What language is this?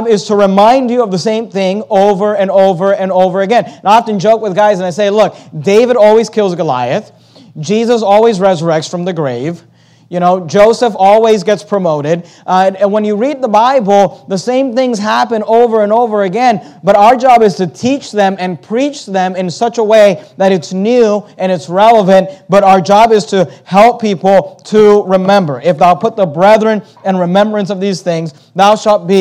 English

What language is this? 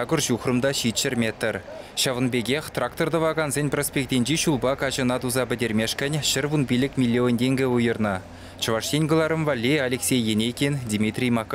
Chuvash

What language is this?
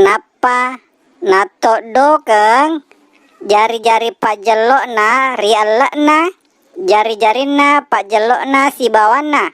Buginese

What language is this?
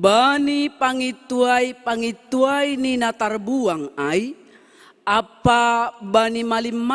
Batak Simalungun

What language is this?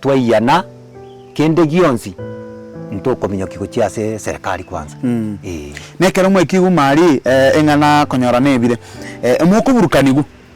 Gusii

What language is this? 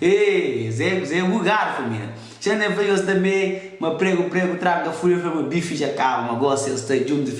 Kabuverdianu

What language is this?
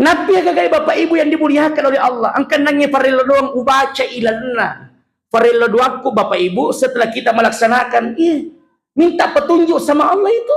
Buginese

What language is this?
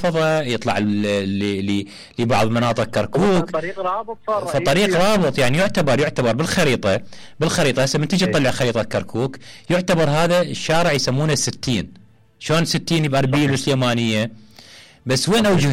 Mesopotamian Arabic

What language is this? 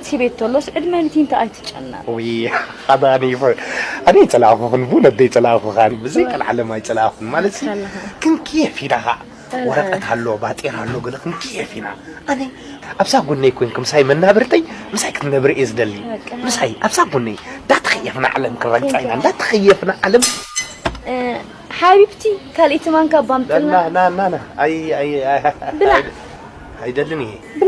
Tigrinya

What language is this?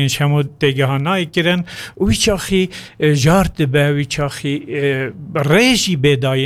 Kurdish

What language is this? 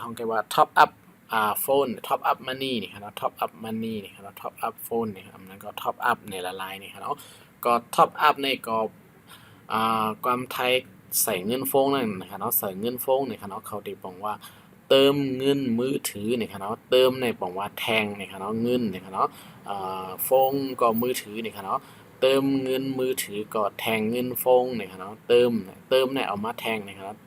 Shan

